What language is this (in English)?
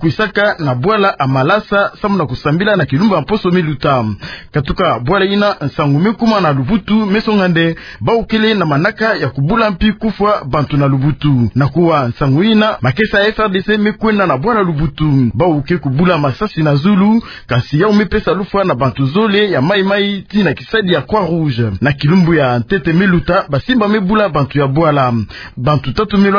Kituba (Democratic Republic of Congo)